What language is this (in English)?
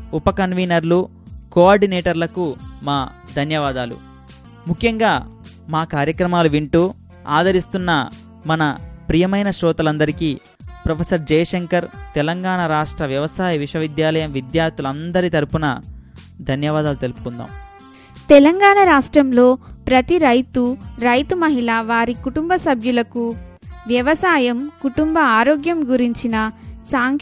Telugu